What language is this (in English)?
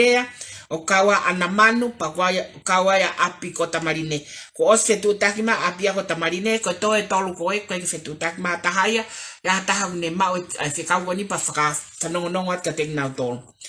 Tongan